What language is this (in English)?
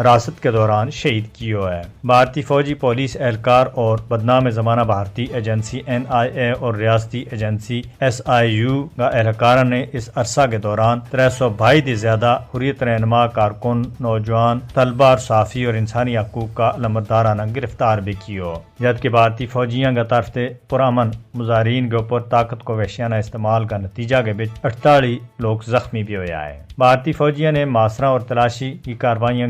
Gujari